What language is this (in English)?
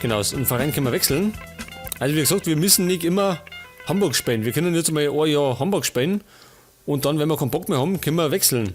Bavarian